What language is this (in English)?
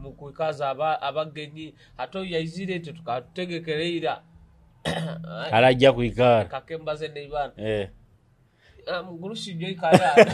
Nyoro